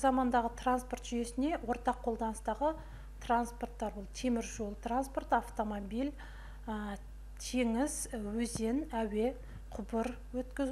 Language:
Kazakh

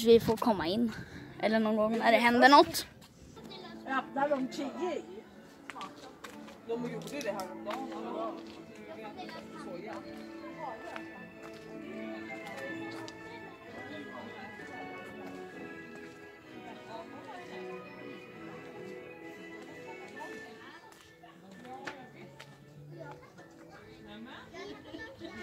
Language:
Swedish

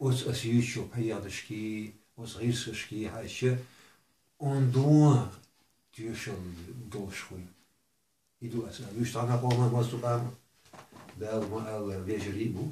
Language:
Chechen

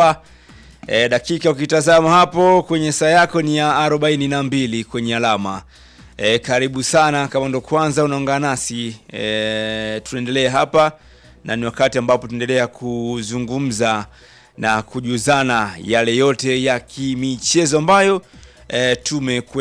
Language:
Swahili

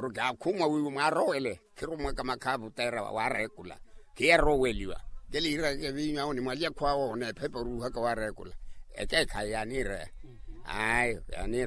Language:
Makhuwa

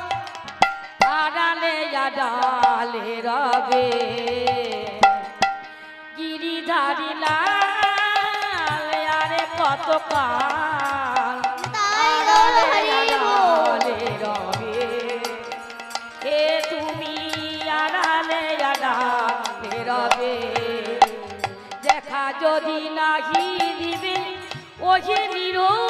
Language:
Bangla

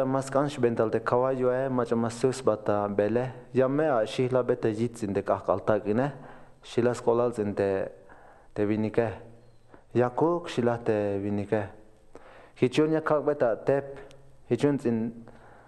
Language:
Tzeltal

